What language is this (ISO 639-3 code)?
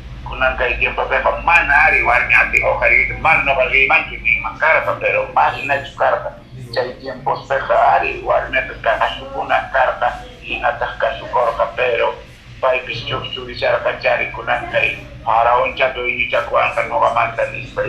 que